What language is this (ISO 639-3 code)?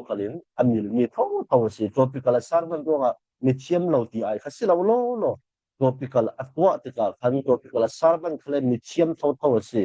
cfm